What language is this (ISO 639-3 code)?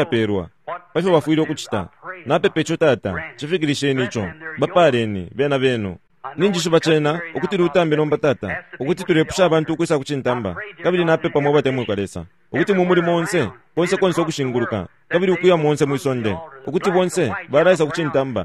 bem